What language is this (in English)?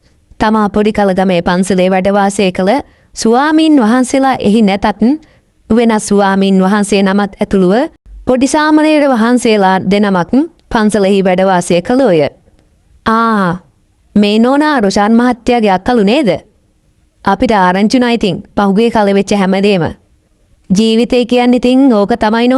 Sinhala